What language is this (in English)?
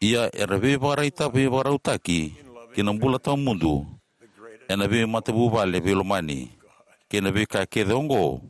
Fijian